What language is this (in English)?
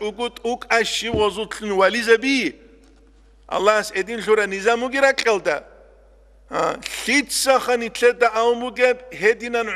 Avaric